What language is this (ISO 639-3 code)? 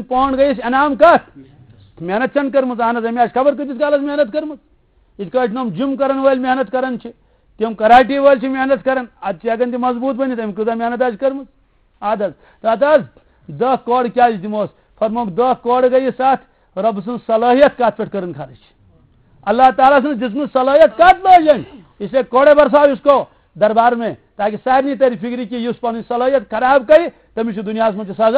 kas